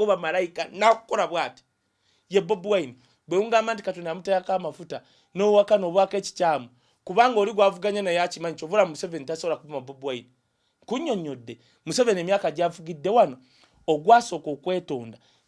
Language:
Ganda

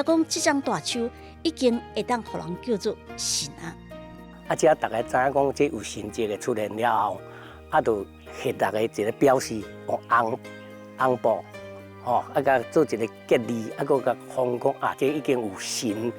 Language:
Min Nan Chinese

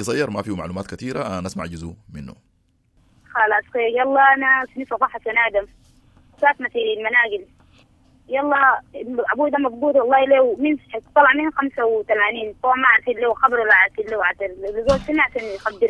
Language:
Sudanese Arabic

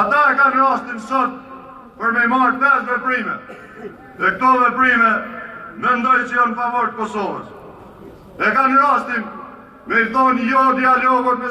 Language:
Albanian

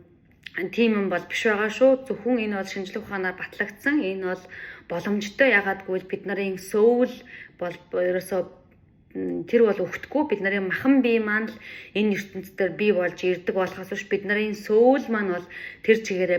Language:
Mongolian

